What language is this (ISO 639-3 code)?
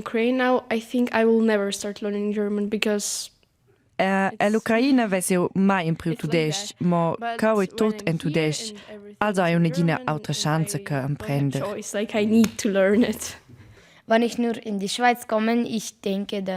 roh